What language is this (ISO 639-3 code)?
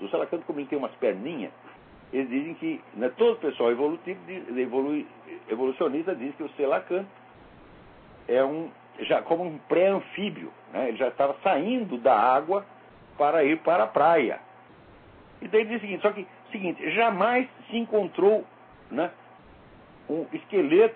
por